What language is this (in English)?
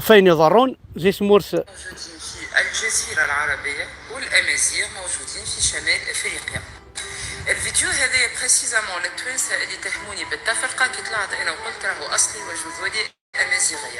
Kabyle